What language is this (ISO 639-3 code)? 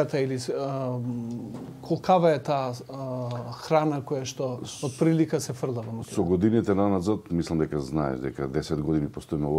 mkd